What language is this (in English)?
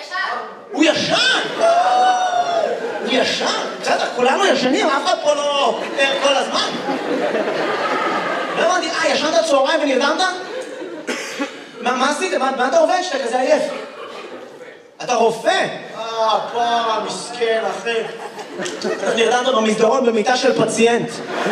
Hebrew